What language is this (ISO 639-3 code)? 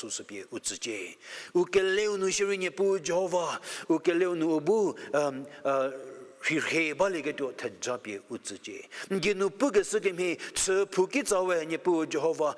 njm